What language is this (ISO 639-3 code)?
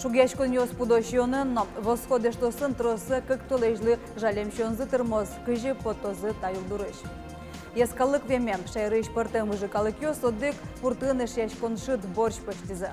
udm